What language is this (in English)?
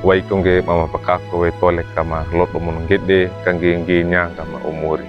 Wejewa